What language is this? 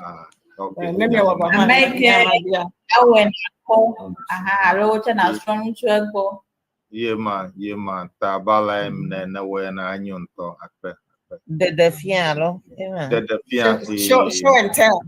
Ewe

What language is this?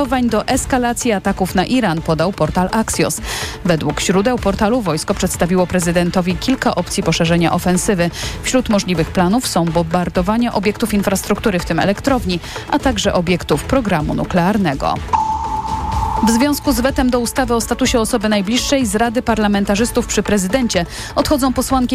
Polish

